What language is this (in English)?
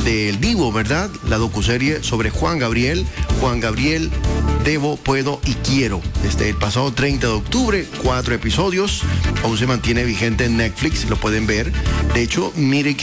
Spanish